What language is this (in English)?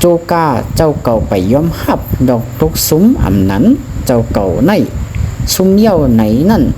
Shan